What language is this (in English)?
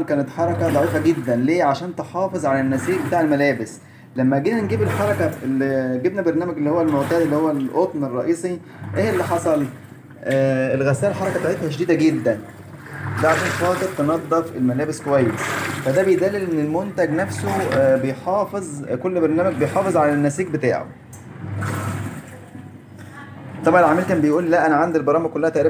Egyptian Arabic